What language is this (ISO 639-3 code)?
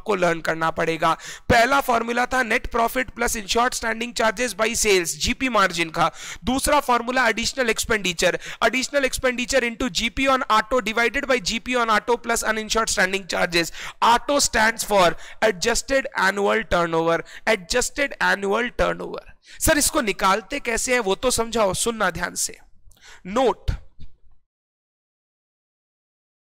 hin